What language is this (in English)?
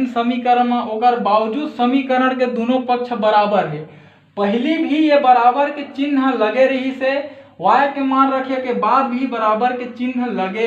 Chhattisgarhi